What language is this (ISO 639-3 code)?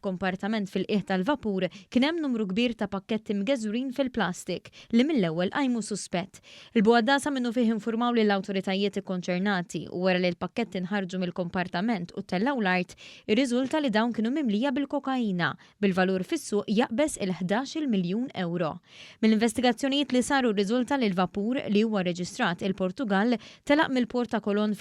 mlt